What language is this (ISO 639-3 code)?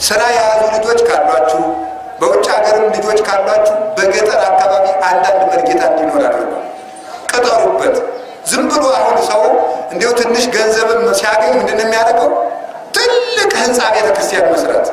amh